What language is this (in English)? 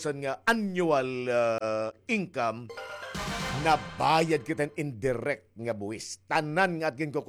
Waray